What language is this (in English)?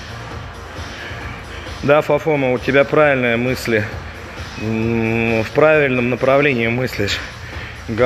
Russian